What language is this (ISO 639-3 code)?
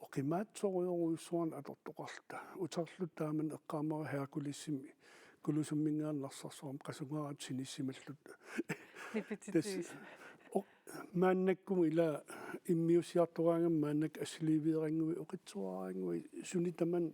kal